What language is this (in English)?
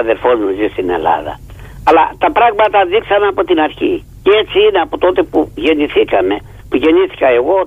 Greek